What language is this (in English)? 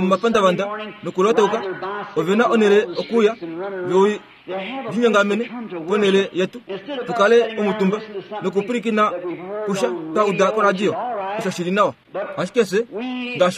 Kuanyama